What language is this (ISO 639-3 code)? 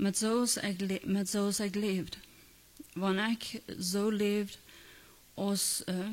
pdt